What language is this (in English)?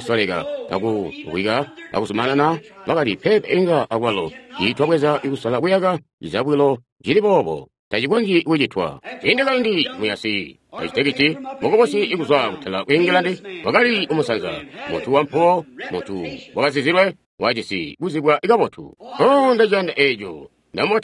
Tonga (Zambia)